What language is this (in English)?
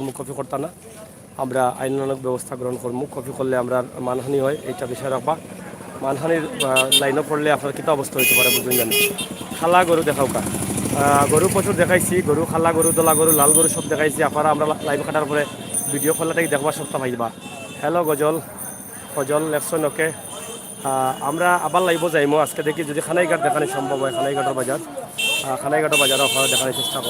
Sylheti